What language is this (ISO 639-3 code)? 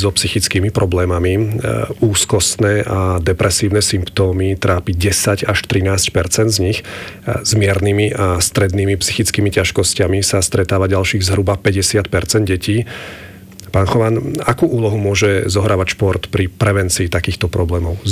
slk